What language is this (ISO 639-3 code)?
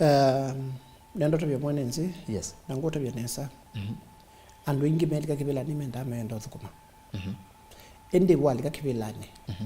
kam